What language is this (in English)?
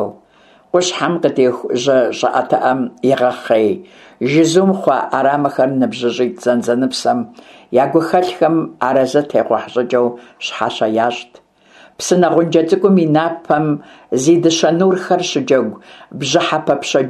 Kabardian